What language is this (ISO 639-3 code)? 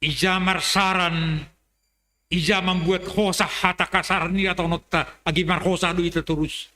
bts